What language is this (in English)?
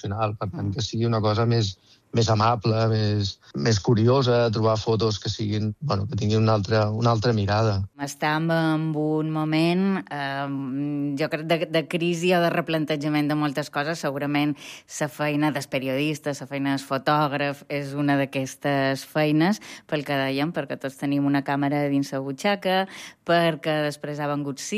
Catalan